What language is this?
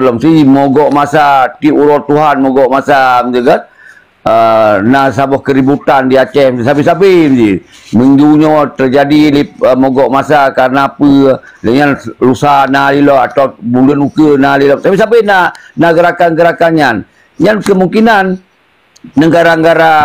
Achinese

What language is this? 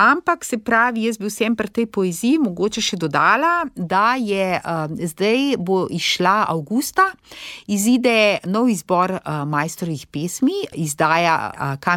Slovenian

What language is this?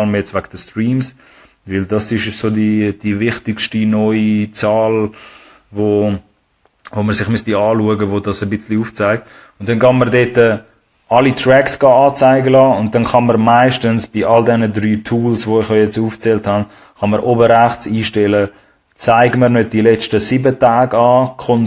Swiss German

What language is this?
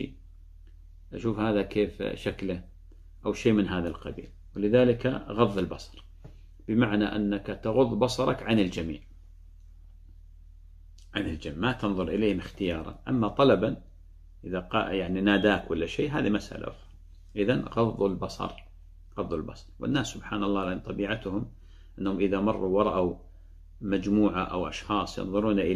Arabic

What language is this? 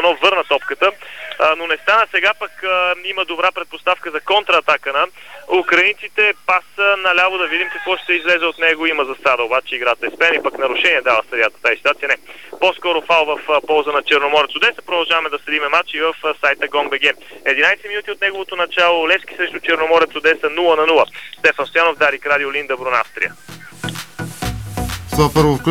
Bulgarian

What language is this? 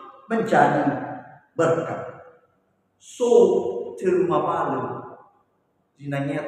Nias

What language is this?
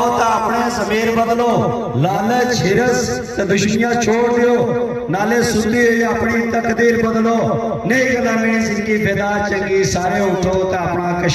Pahari-Potwari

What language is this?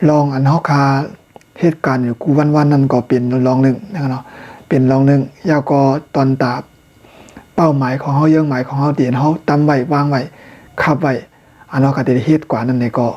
Shan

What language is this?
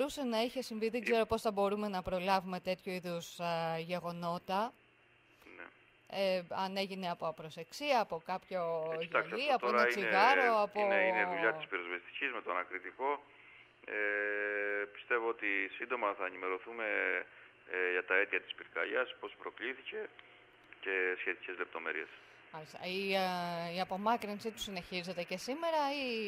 Greek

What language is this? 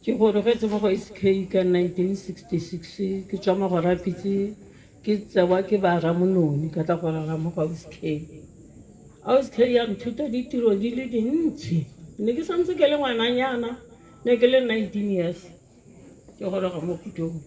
Tswana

